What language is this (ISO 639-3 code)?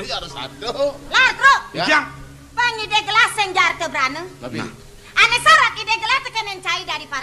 ban